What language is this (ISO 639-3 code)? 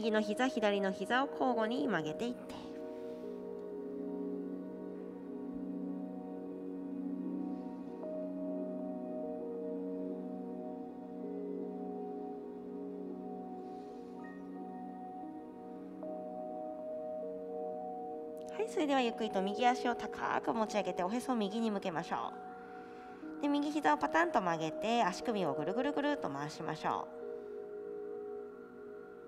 jpn